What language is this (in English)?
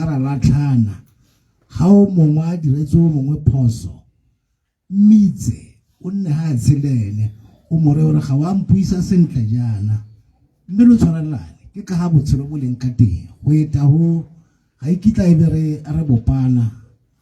Tswana